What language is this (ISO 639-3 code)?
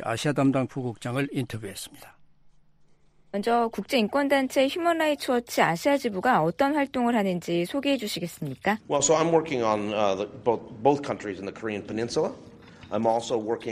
kor